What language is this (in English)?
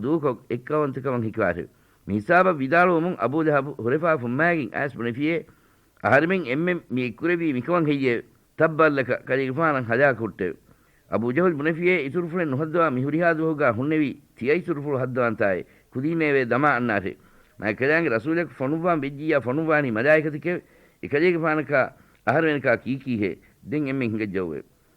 Divehi